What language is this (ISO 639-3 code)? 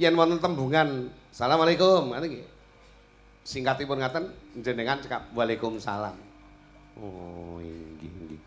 jav